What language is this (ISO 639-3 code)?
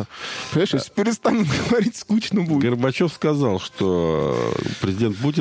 rus